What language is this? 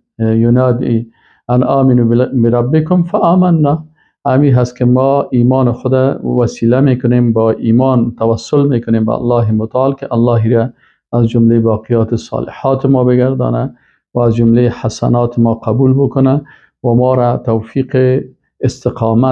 Persian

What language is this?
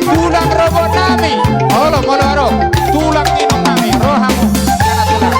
Batak Toba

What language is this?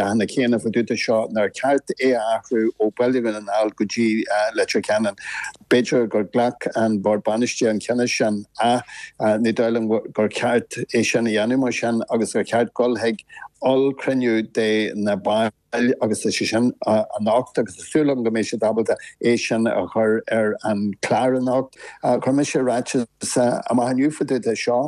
Irish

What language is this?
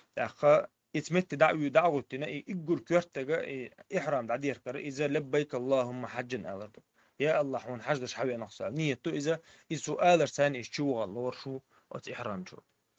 Chechen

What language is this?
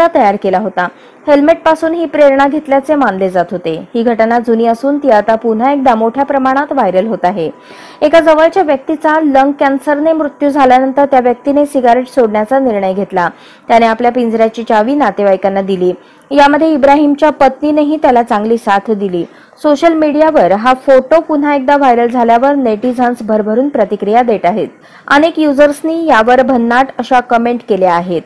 Marathi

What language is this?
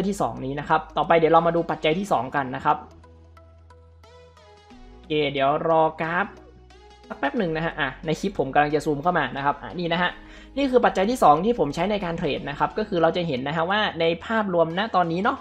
Thai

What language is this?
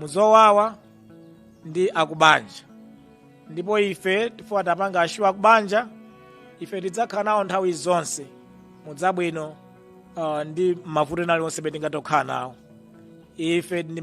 Nyanja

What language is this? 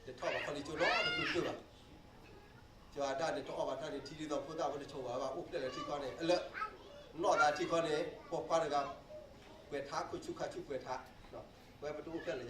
S'gaw Karen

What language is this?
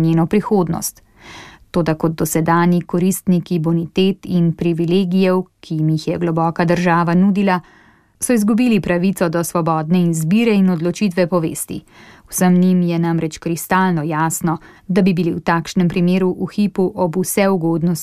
Slovenian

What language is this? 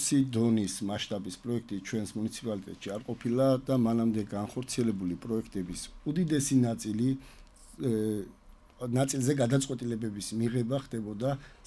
Georgian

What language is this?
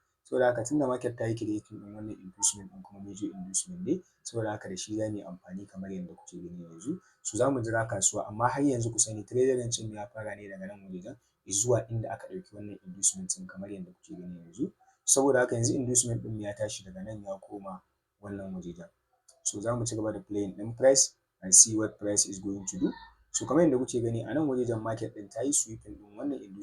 Hausa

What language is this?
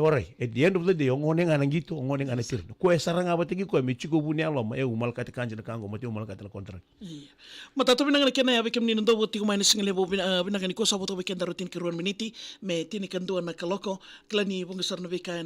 Fijian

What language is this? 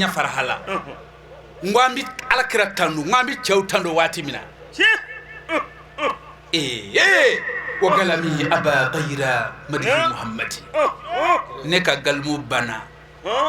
Bambara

